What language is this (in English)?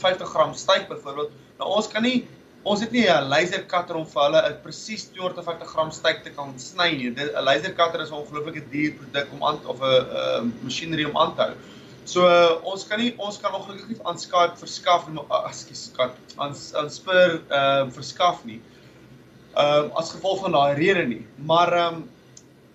Afrikaans